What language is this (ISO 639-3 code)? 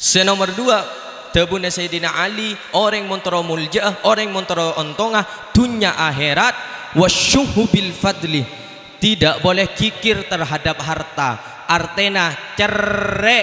mad